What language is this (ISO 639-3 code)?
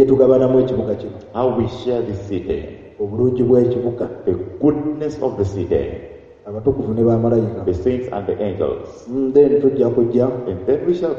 lug